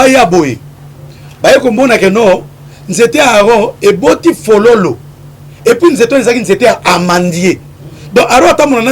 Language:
Lingala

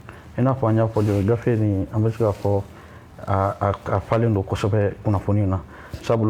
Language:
Bambara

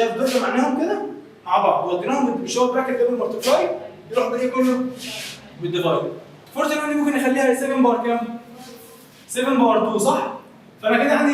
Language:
Egyptian Arabic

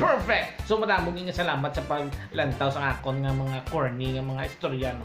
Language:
Hiligaynon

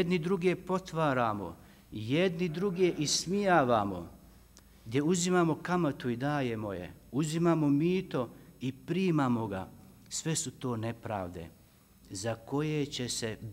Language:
Bosnian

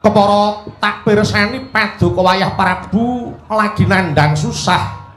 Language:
Javanese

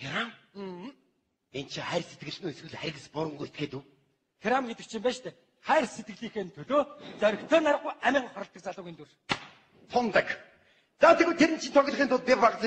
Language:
Mongolian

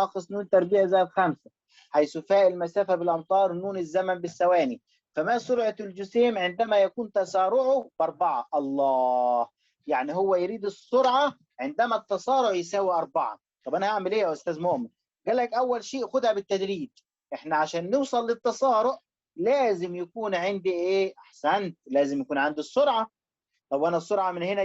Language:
Egyptian Arabic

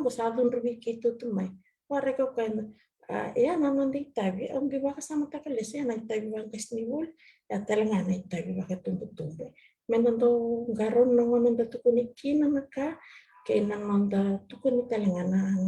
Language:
Fijian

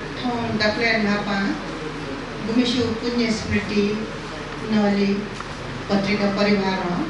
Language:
Newari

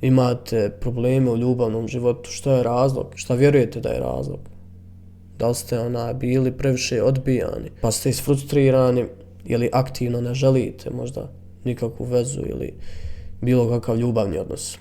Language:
Bosnian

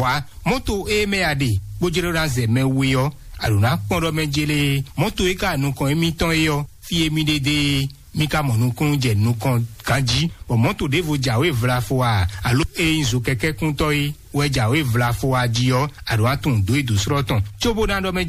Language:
Fon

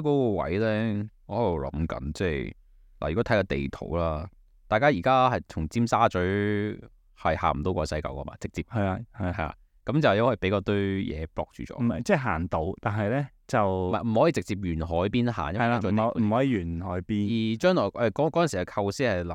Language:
Cantonese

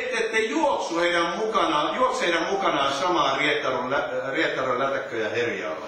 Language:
Finnish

